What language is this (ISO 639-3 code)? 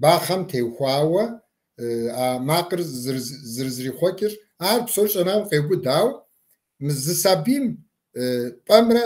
kbd